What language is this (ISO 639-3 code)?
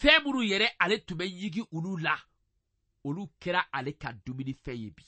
bam